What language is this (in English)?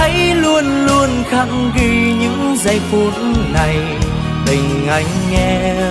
Hmong